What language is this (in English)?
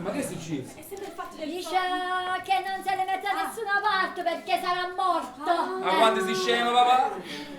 Neapolitan